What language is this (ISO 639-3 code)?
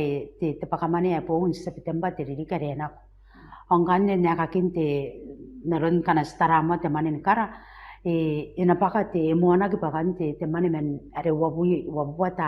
gil